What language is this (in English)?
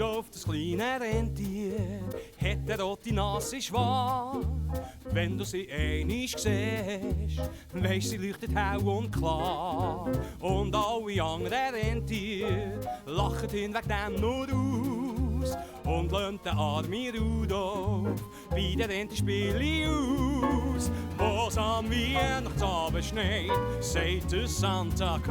Swiss German